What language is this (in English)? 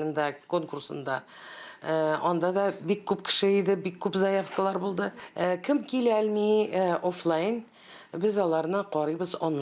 Tatar